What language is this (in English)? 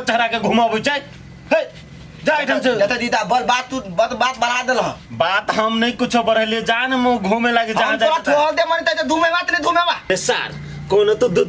Maithili